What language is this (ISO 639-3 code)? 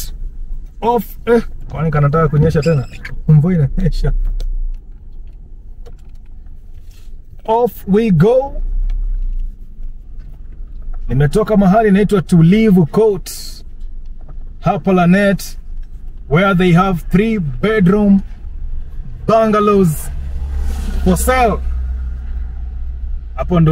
swa